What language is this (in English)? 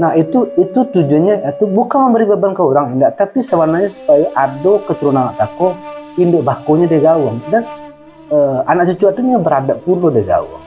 Minangkabau